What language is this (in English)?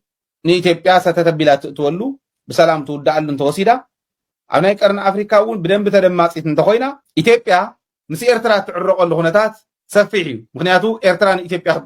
Tigrinya